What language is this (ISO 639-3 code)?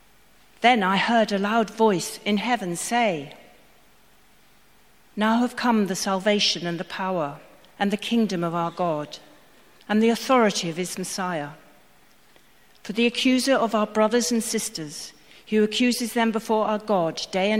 eng